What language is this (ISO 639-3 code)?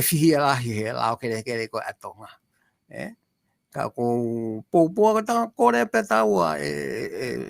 ton